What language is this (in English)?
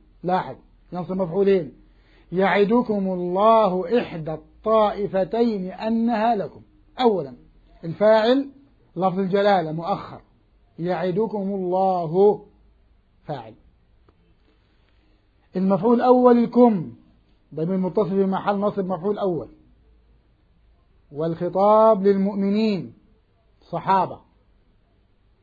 Arabic